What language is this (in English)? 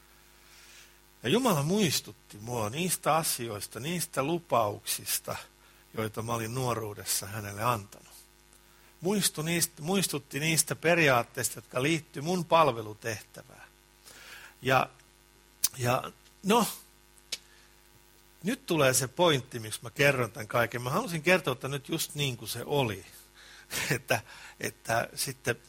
Finnish